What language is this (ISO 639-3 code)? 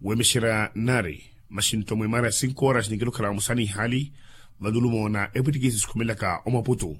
vmw